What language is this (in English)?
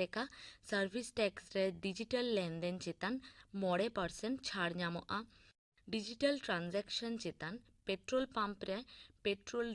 Santali